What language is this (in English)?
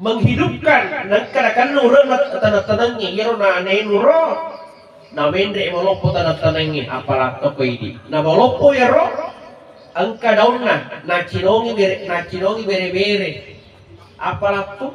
Buginese